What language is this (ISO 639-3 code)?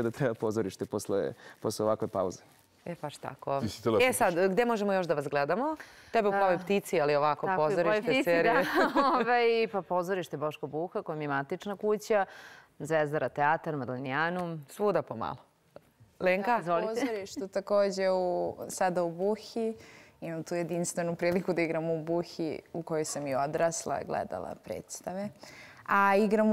srp